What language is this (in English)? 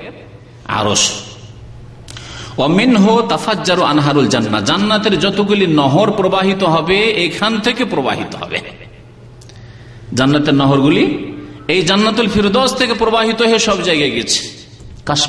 Bangla